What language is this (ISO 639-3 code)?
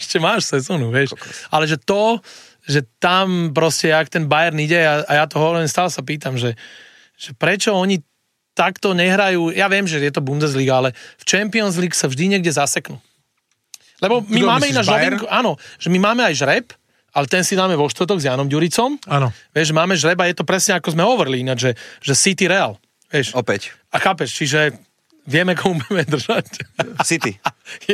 slk